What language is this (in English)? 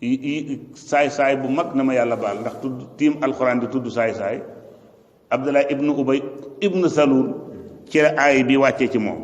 Wolof